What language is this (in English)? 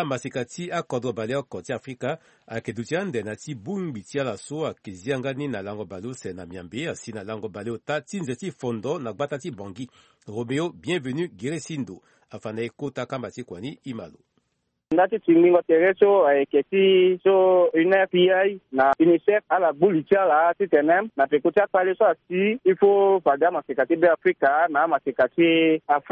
Sango